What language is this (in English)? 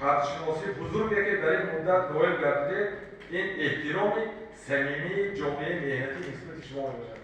Tajik